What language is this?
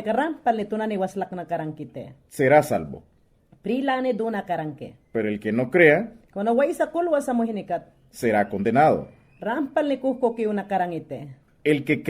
Mayangna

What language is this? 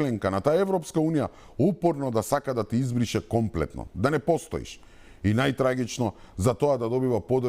Macedonian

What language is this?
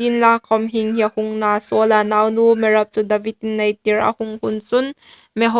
Hmar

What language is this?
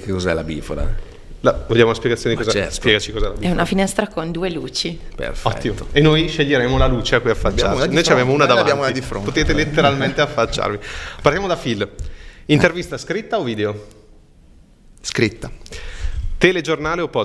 Italian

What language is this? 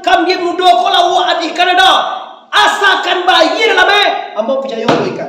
Minangkabau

